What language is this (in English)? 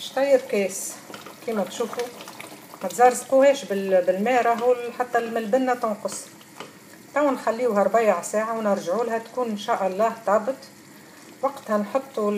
Tunisian Arabic